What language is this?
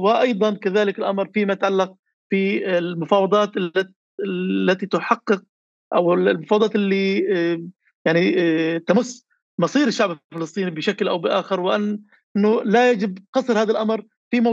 North Levantine Arabic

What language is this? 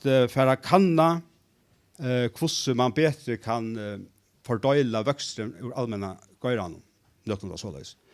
Faroese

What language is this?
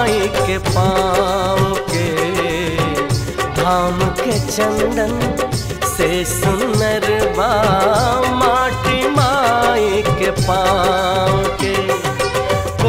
Bhojpuri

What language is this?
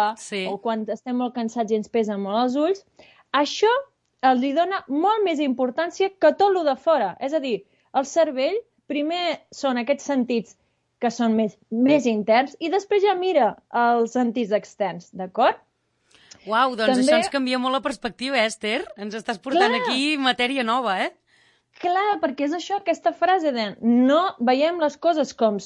Catalan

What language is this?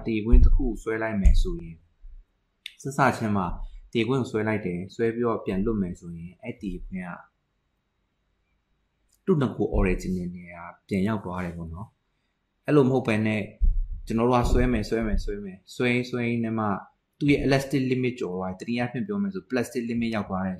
Burmese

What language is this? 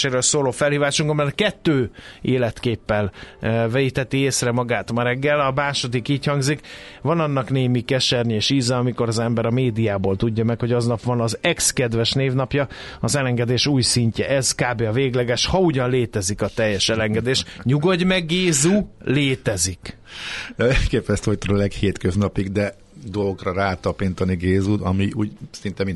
Hungarian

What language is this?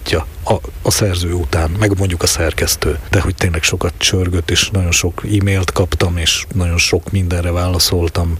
Hungarian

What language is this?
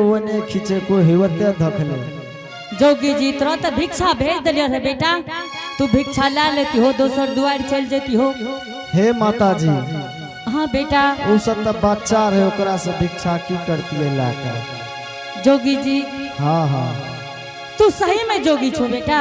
Angika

